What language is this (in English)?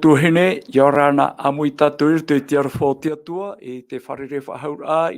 Tahitian